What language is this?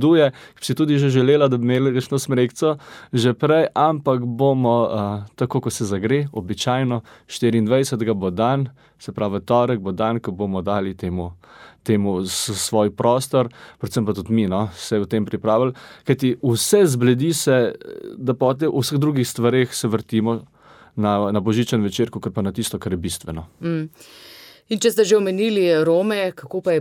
Slovenian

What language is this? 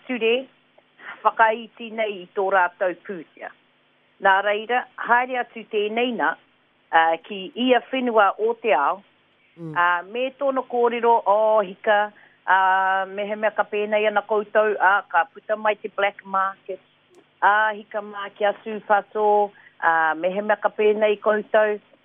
Māori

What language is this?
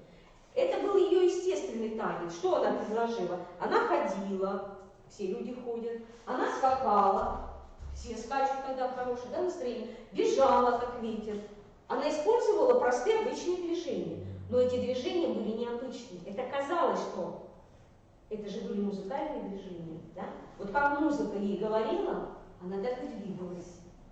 Russian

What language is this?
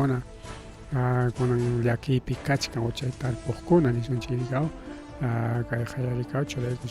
Ayacucho Quechua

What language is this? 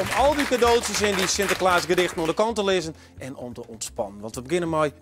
Western Frisian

